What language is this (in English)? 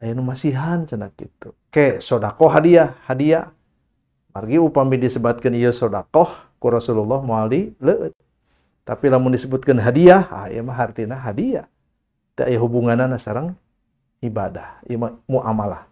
Sundanese